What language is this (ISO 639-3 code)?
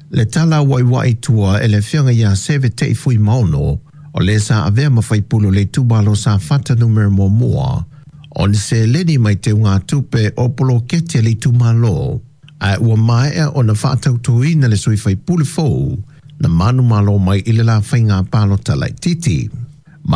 smo